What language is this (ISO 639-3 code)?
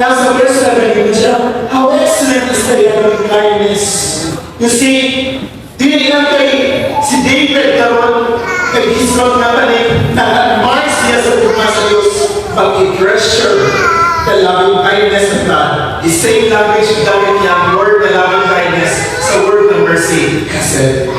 ceb